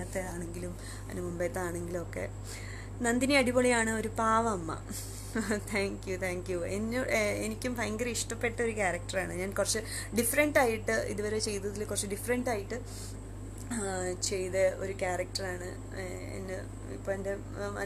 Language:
Malayalam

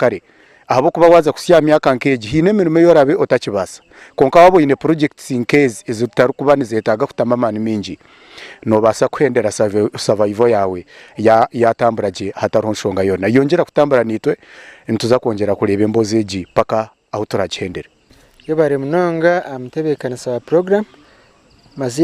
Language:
Nyankole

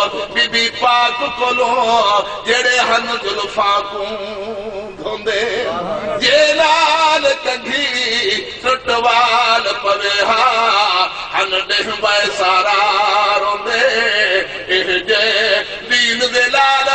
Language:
Saraiki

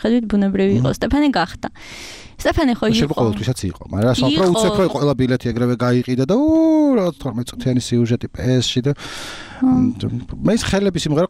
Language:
Georgian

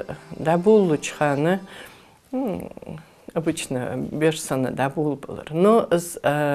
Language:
Ingush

